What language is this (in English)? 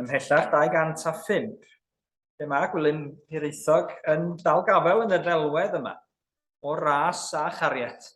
Welsh